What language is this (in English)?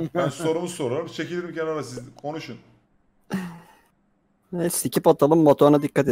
Turkish